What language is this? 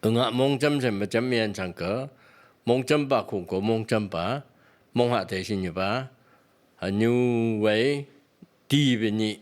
Phom Naga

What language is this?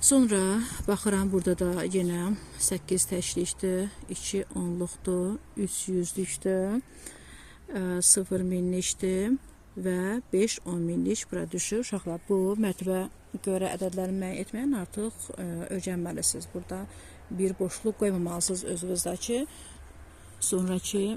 Azerbaijani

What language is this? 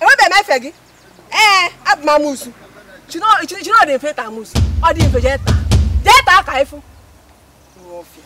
Igbo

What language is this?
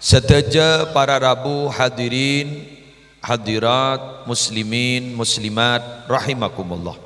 Madurese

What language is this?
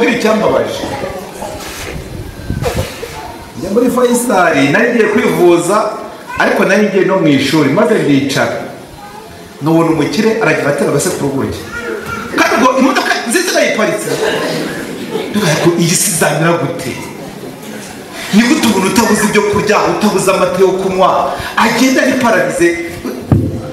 Kinyarwanda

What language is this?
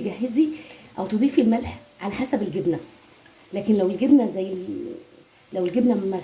Egyptian Arabic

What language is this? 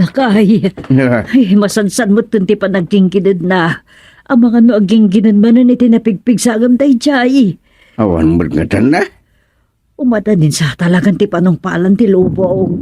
Iloko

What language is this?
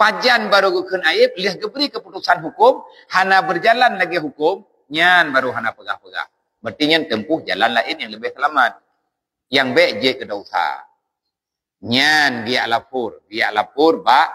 Achinese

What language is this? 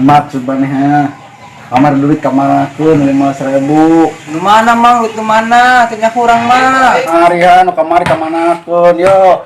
Sundanese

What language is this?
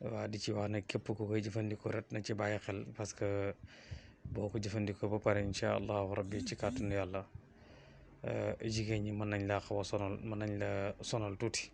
Wolof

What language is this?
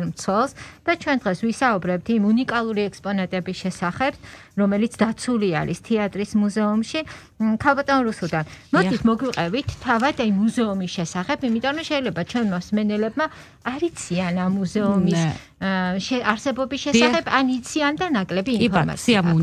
Georgian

